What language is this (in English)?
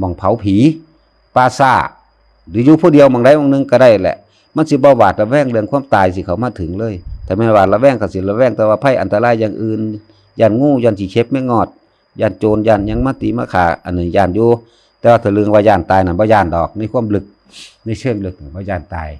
Lao